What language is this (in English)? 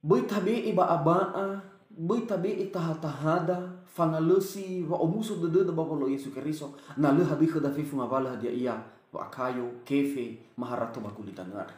Nias